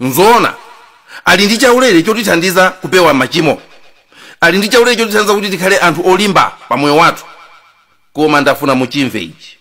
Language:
Nyanja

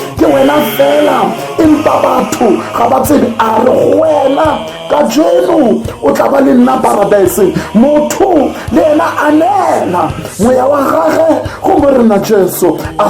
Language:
Tswana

